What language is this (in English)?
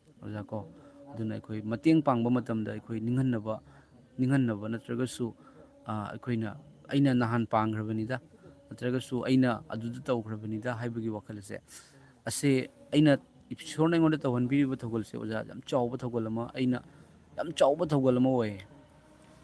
Manipuri